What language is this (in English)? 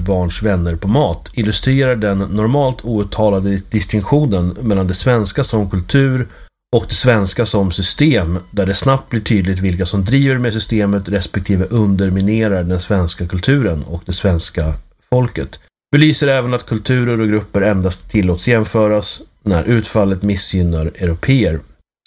Swedish